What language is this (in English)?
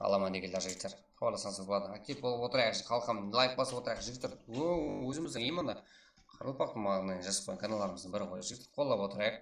Kara-Kalpak